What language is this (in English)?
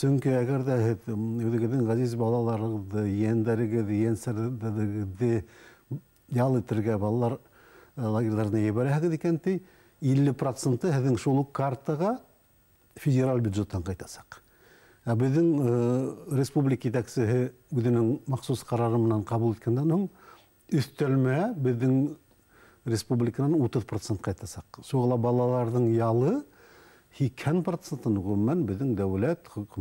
Bashkir